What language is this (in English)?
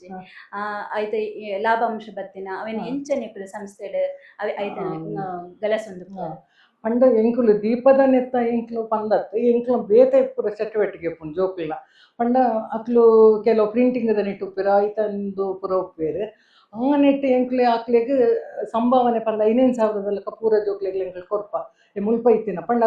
Tulu